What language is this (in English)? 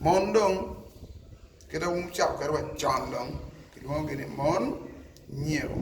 Acoli